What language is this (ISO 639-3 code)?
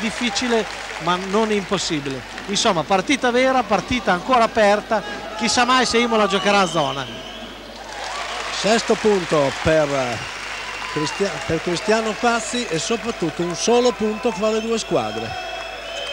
ita